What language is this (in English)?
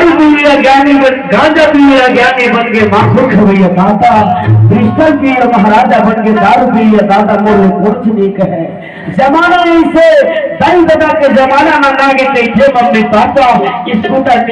Chhattisgarhi